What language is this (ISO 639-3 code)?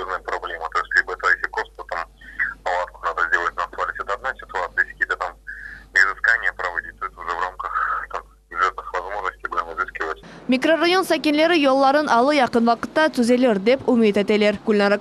crh